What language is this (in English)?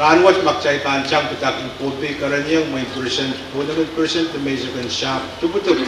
Pohnpeian